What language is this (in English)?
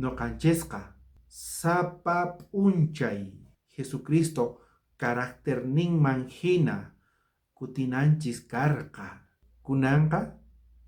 South Bolivian Quechua